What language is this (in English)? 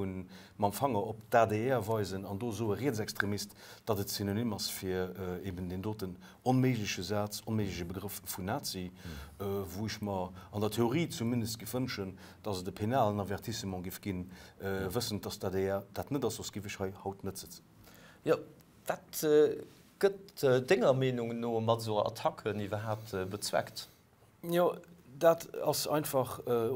Luxembourgish